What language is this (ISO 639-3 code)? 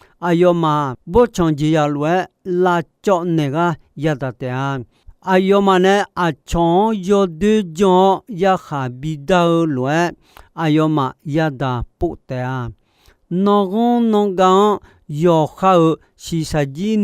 ahk